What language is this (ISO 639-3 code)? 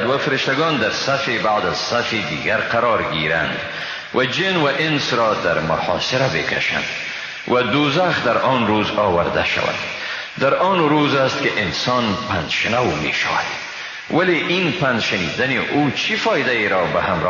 fas